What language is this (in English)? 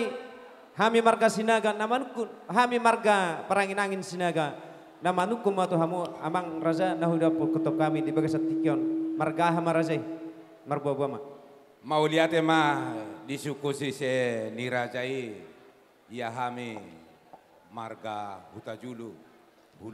Batak Toba